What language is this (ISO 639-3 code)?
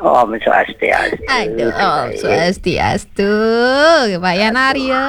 ban